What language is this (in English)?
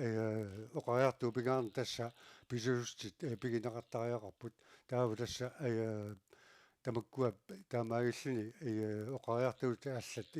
Kalaallisut